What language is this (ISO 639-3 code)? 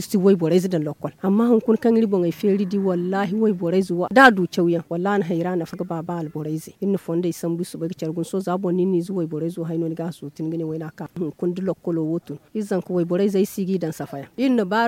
dje